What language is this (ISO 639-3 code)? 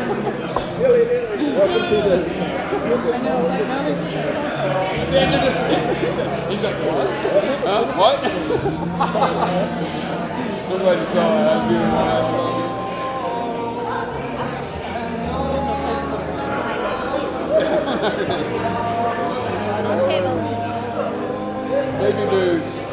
eng